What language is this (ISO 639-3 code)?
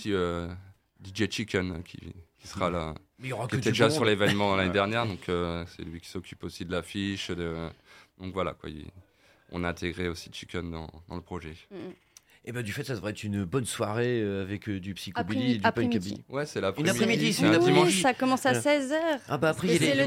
fra